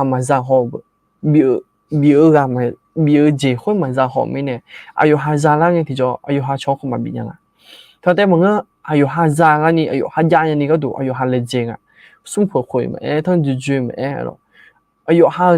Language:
Akha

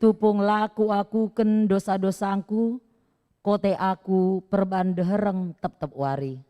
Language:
Batak Karo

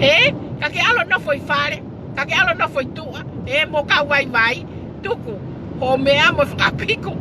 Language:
Tongan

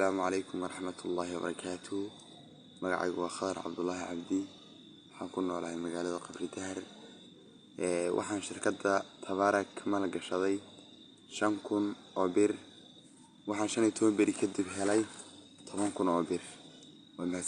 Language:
Somali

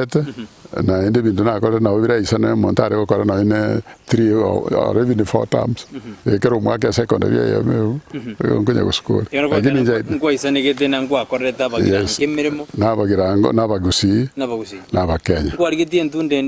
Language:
Gusii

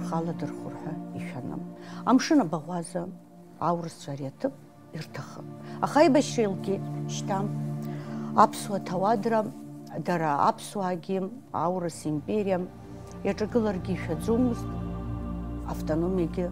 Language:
Abkhazian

